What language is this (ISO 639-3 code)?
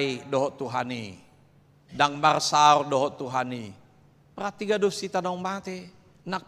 bbc